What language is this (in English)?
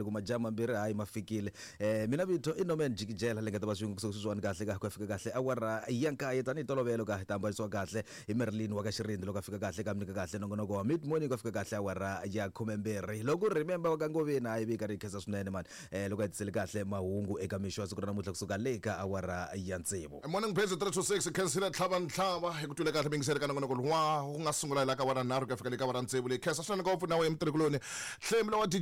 Tsonga